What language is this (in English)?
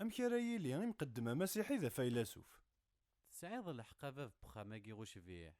Kabyle